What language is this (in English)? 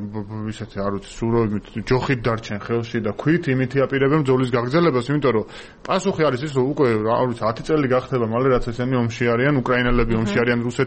Georgian